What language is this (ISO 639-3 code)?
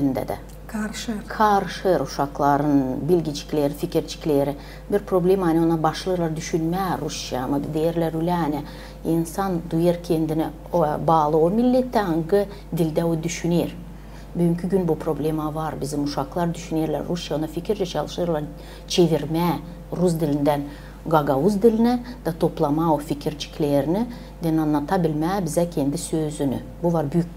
gag